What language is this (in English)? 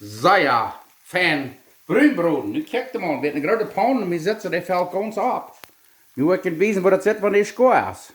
Plautdietsch